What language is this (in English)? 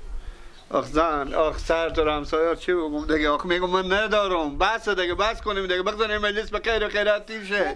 Persian